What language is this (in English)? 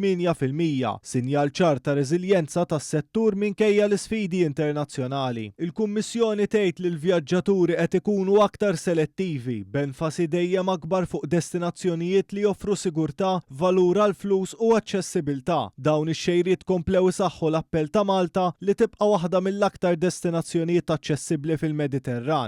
Maltese